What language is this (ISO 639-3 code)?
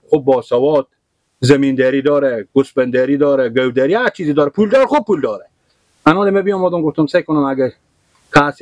fas